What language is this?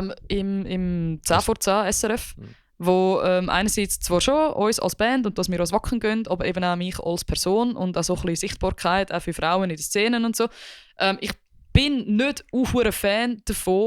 Swiss German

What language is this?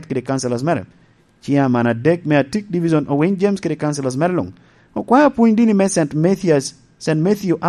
Lango (Uganda)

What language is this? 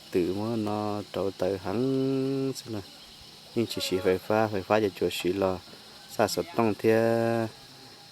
Hmong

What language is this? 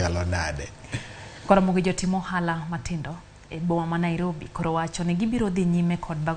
Luo (Kenya and Tanzania)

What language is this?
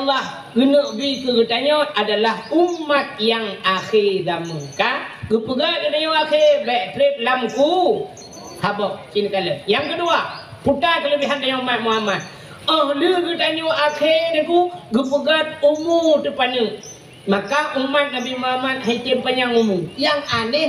Achinese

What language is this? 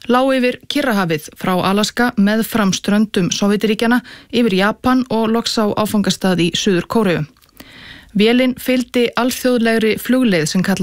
Icelandic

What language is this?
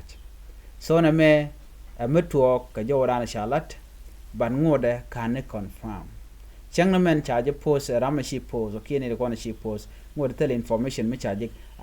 Nuer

